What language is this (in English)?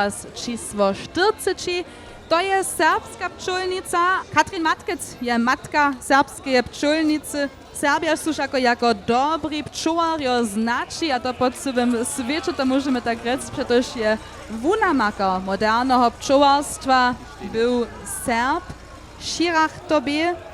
Upper Sorbian